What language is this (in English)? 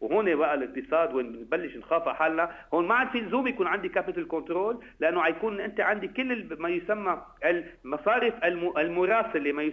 North Levantine Arabic